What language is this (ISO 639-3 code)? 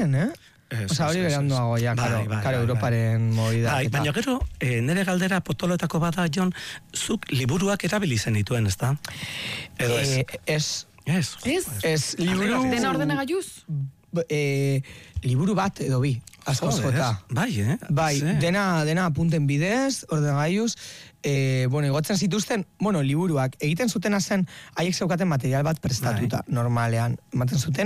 eus